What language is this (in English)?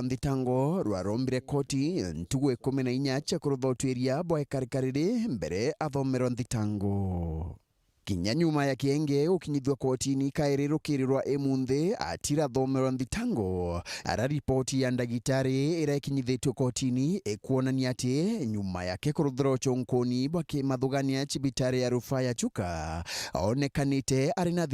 Meru